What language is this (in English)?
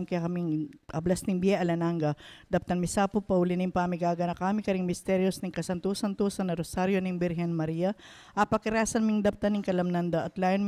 Pampanga